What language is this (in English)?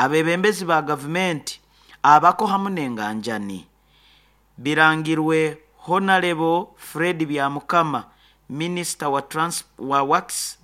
Nyoro